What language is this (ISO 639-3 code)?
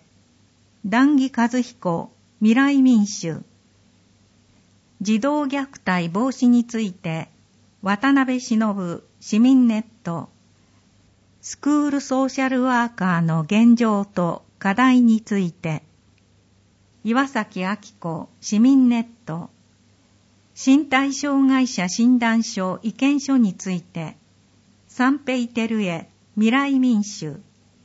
jpn